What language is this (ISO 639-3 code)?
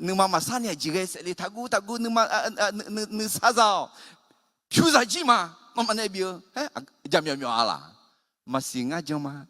ahk